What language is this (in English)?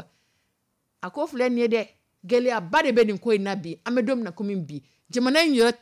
Dyula